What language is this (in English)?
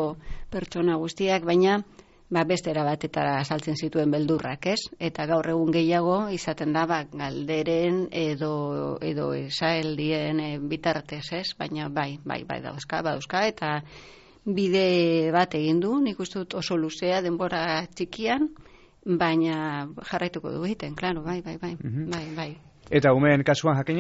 Basque